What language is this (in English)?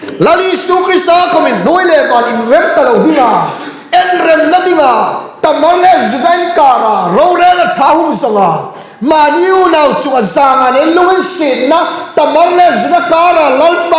Hmar